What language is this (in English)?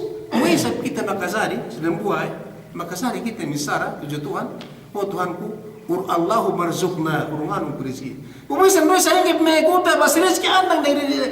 Yakan